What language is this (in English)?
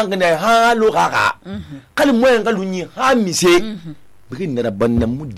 Susu